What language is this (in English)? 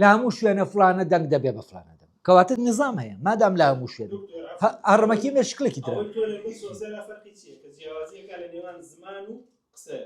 Central Kurdish